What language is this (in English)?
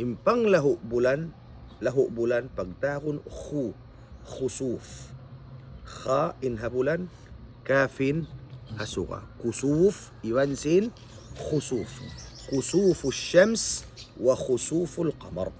Tausug